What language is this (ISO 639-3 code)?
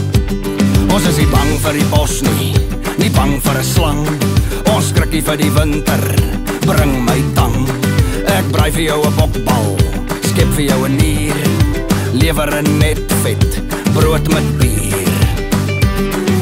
afr